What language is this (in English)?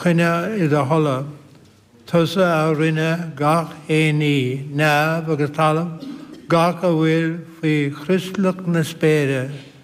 Irish